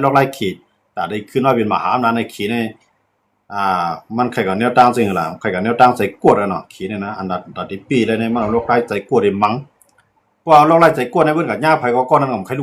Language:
Shan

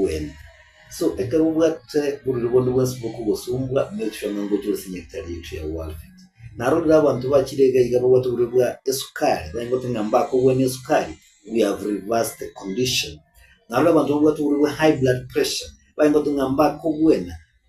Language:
Gusii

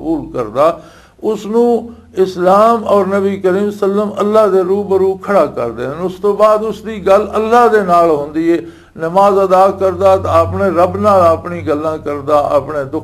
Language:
Western Panjabi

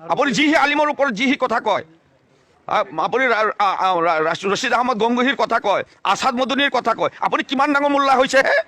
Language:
Assamese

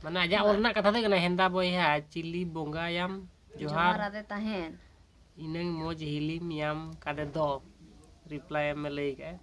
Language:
Santali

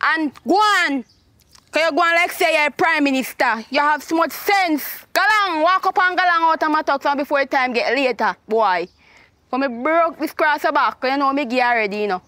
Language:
Jamaican Creole English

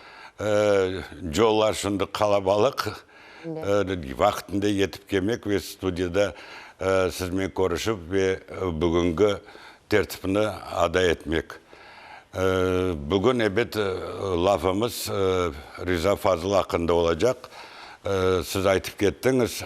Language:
Crimean Tatar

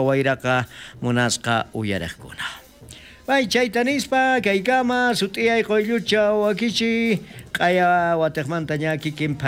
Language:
South Bolivian Quechua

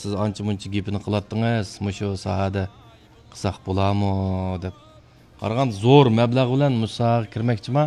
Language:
Uyghur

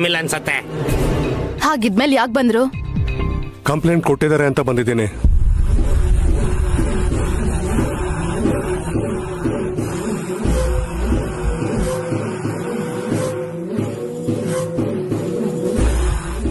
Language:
Kannada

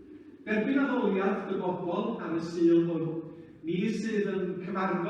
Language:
Welsh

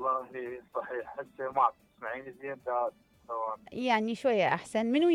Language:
Mesopotamian Arabic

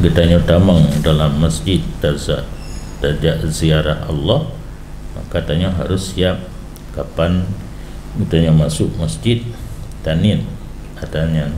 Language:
Achinese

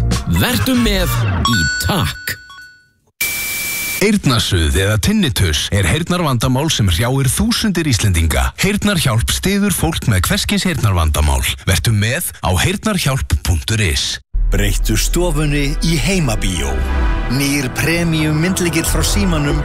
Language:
Icelandic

